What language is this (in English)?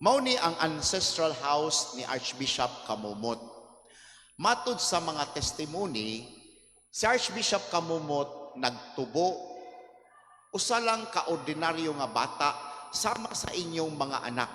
Cebuano